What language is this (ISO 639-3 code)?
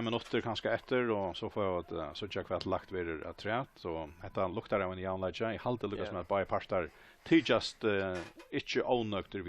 fao